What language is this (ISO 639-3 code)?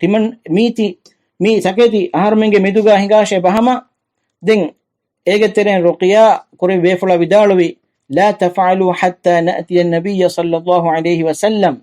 div